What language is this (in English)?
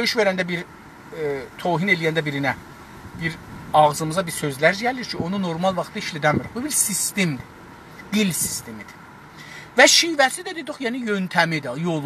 South Azerbaijani